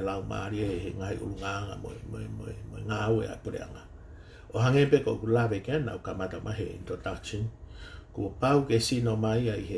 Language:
Tongan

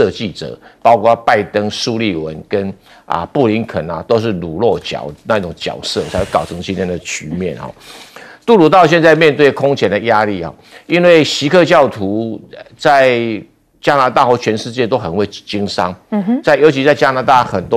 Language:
Chinese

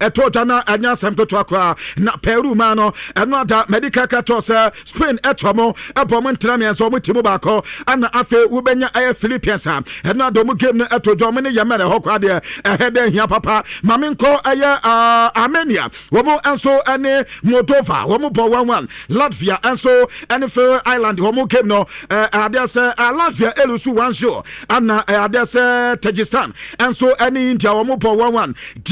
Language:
Akan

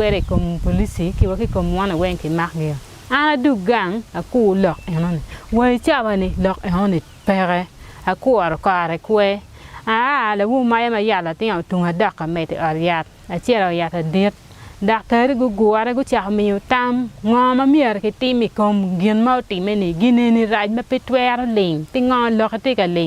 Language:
Acoli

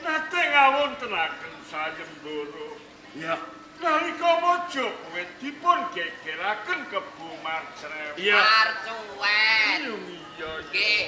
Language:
Javanese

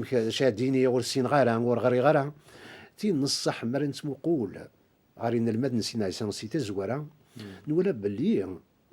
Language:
Kabyle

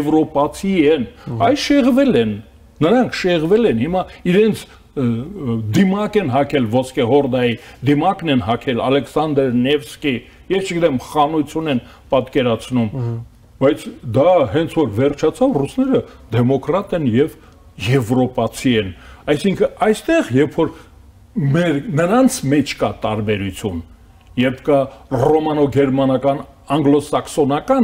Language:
Armenian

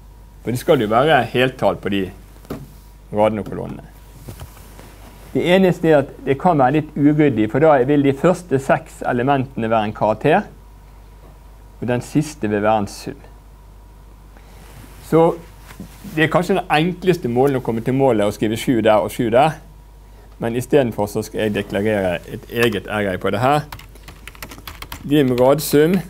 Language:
Norwegian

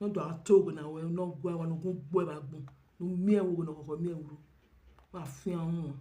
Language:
Nigerian Pidgin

